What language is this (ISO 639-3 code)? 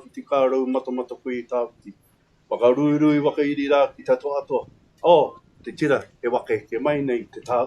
mri